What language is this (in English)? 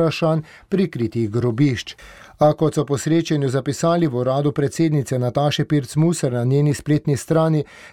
Slovenian